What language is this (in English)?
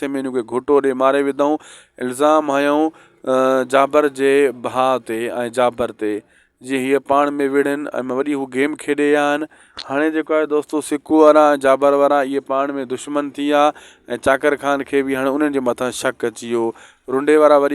Sindhi